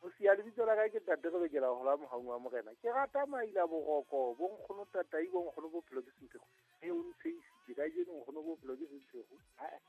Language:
Southern Sotho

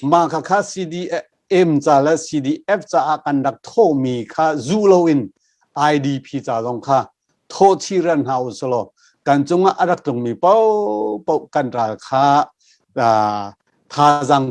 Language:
Hakha Chin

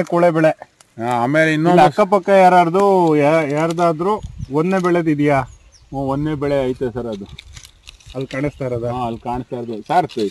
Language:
Kannada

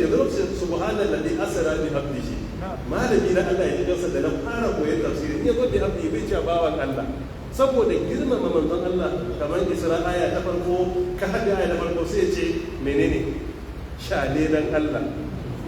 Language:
Hausa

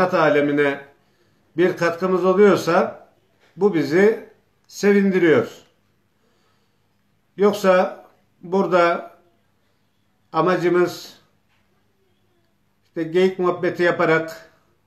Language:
Turkish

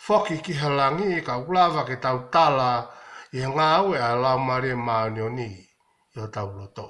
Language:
Tongan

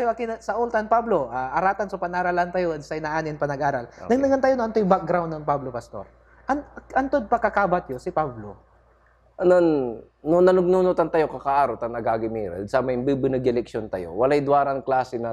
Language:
Pangasinan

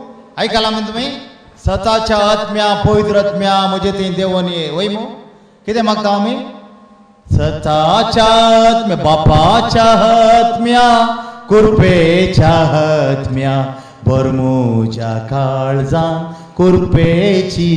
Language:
Konkani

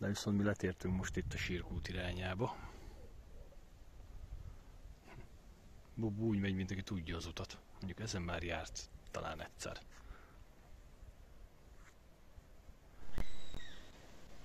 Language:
Hungarian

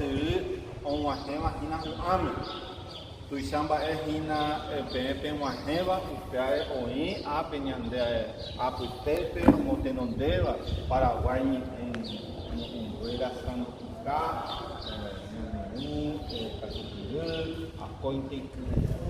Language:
Guarani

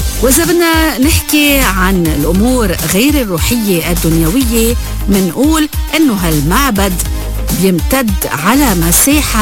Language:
North Levantine Arabic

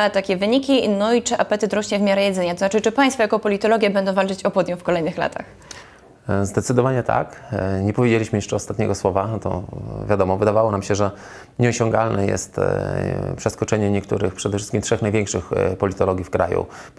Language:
Polish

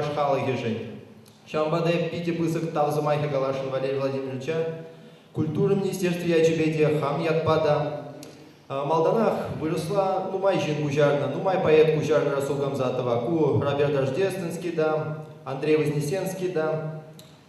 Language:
Chuvash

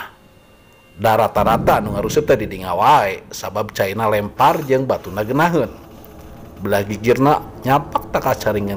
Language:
Sundanese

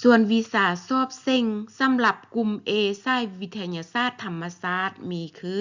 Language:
Lao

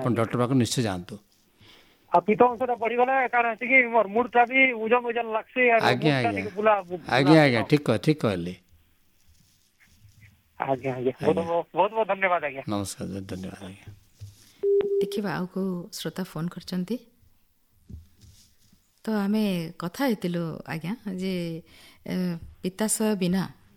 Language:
Odia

